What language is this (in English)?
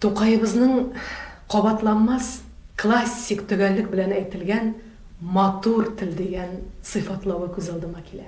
Tatar